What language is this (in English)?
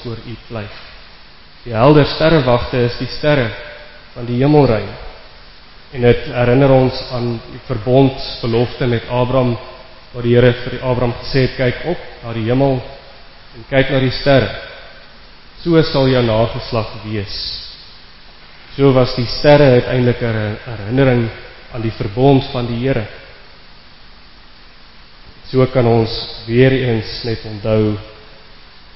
Afrikaans